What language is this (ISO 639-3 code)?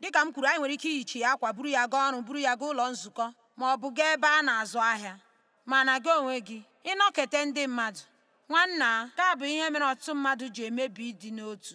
ibo